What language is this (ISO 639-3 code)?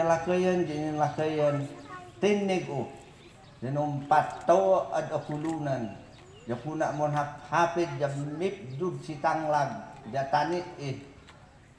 ifu